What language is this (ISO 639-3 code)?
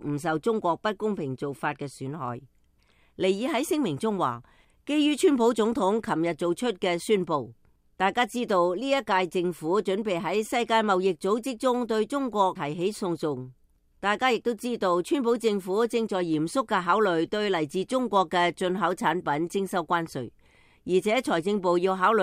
yue